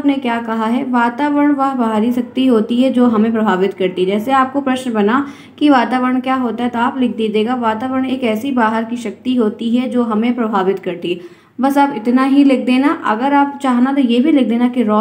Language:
Hindi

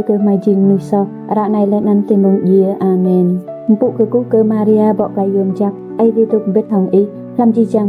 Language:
Rade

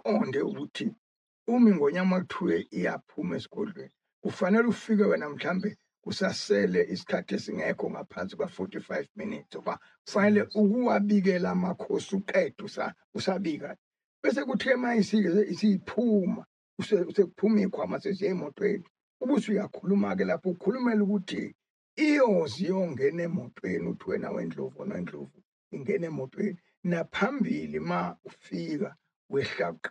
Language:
Zulu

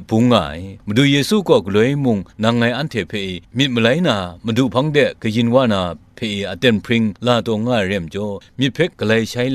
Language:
Kachin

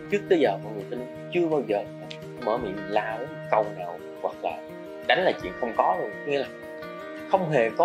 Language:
Vietnamese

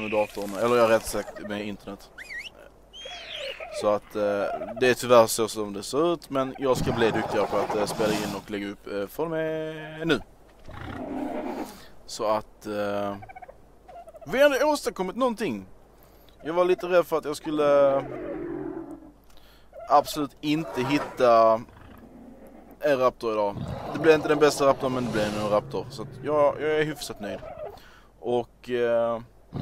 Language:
Swedish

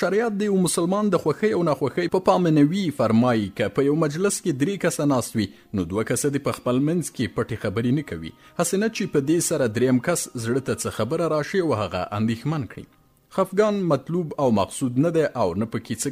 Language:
Pashto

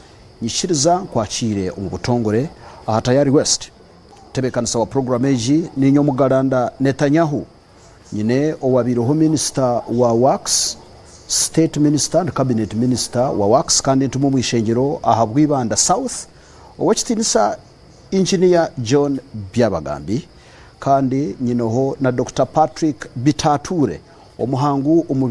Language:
Nyankole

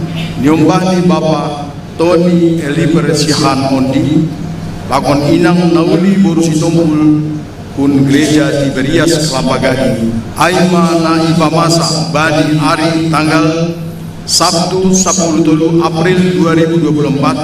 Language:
Batak Simalungun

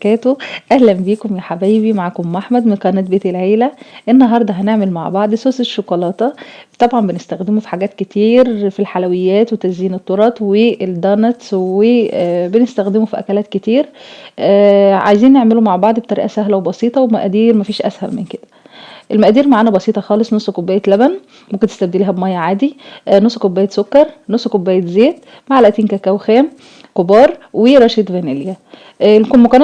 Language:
Egyptian Arabic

